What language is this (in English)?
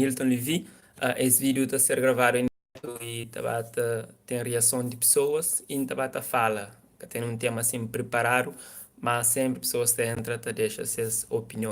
Kabuverdianu